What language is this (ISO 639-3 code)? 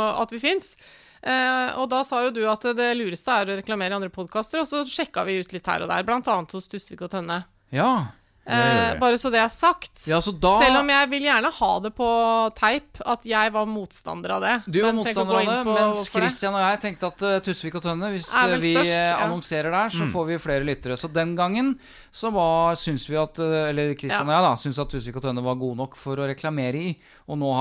nor